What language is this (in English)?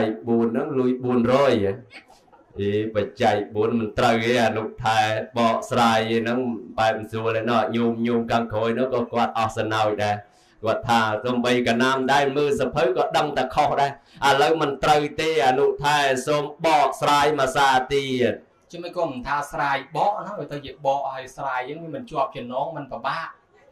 Khmer